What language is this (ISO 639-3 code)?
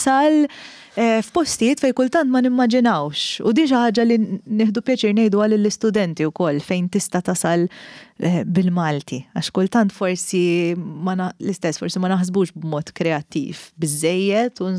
mlt